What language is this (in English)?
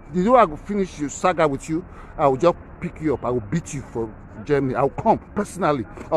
Nigerian Pidgin